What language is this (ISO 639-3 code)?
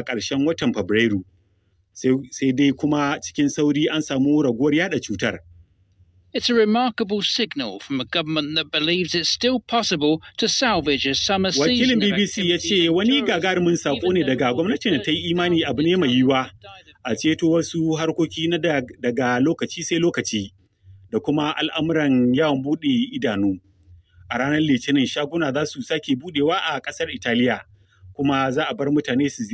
hau